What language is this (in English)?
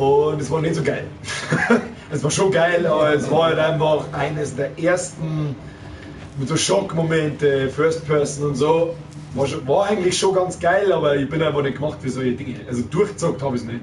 Bavarian